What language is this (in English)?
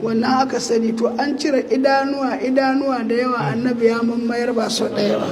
Hausa